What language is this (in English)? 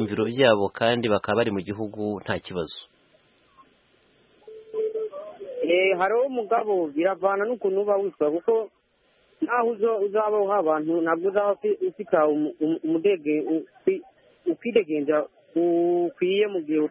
Kinyarwanda